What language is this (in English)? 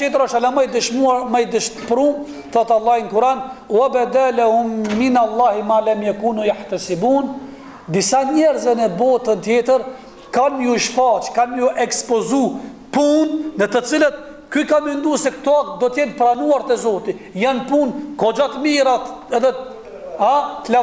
Albanian